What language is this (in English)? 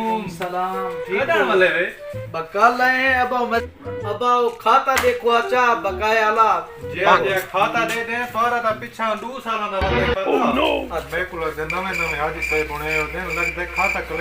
Saraiki